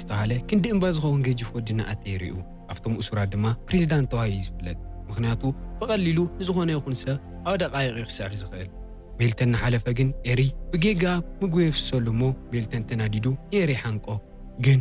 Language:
Tigrinya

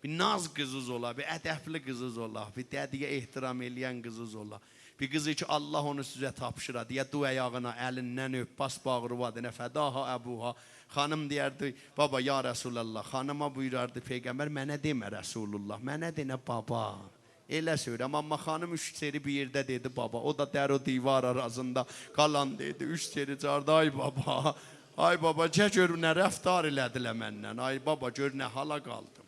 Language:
South Azerbaijani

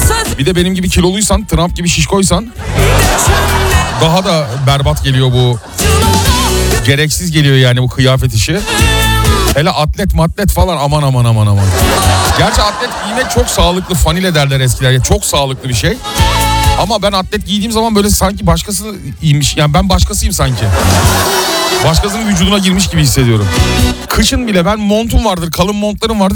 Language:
Turkish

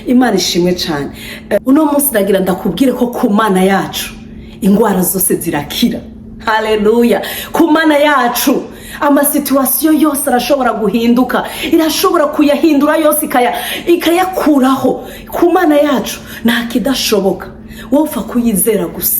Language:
Rundi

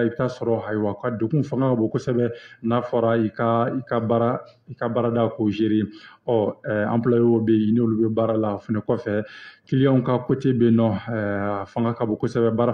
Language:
Bambara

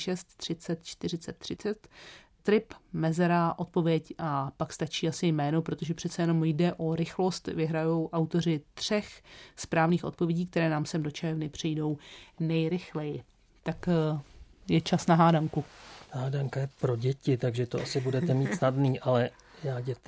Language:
Czech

